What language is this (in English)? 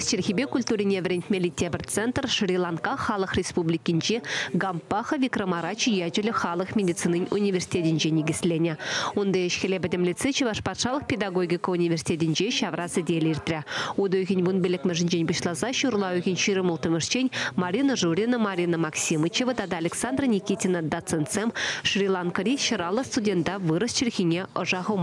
Chuvash